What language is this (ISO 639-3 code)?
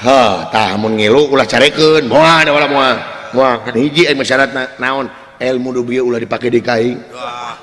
sun